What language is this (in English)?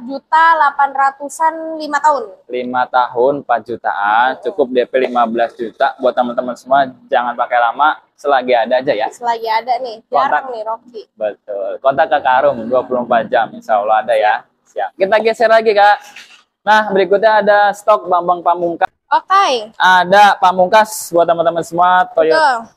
Indonesian